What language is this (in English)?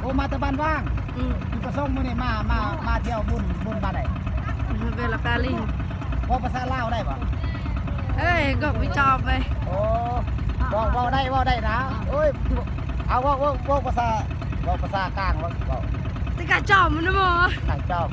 Lao